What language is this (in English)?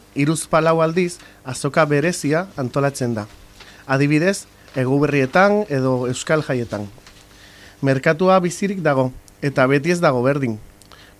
Basque